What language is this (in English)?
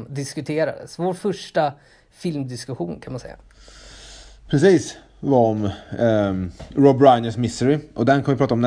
Swedish